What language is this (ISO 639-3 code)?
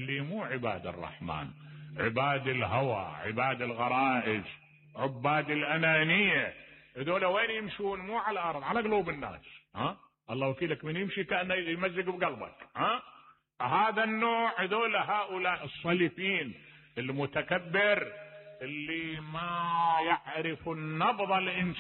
acm